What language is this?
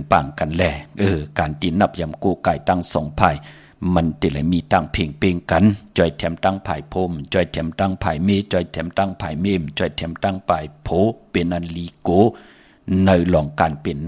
Shan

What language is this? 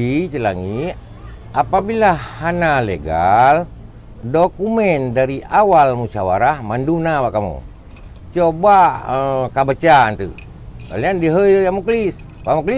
Achinese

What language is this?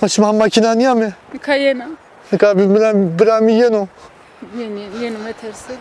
Zaza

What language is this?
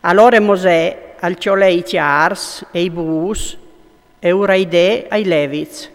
Friulian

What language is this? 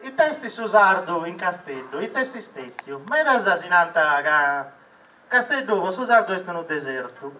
Sardinian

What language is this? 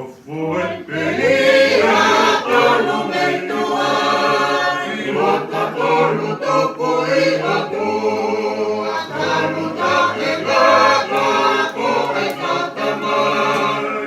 Tongan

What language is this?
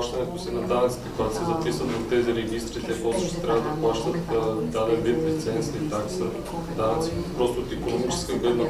Bulgarian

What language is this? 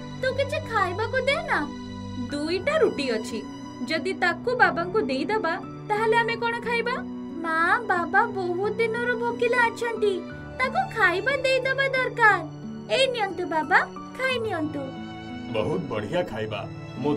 Odia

